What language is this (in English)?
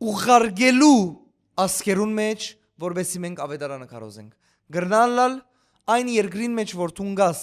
Western Armenian